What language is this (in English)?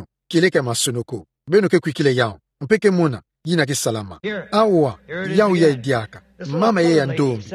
Kituba (Democratic Republic of Congo)